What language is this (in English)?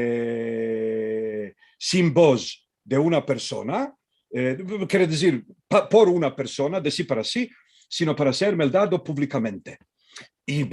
Ladino